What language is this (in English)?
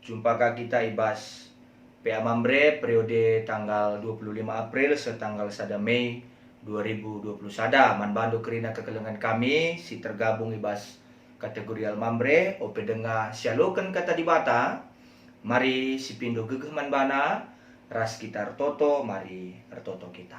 Batak Karo